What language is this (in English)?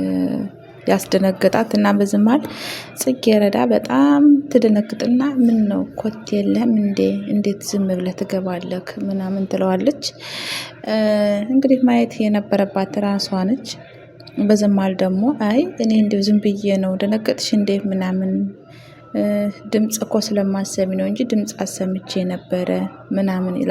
Amharic